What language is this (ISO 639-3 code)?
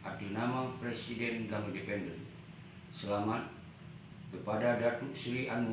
ace